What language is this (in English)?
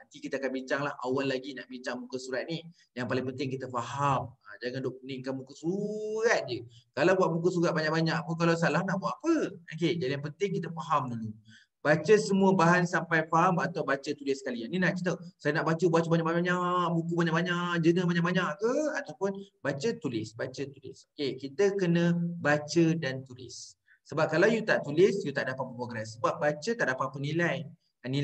Malay